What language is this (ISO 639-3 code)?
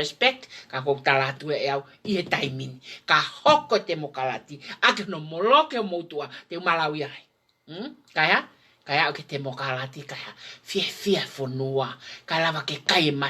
ton